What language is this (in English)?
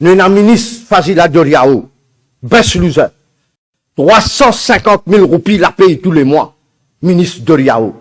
Morisyen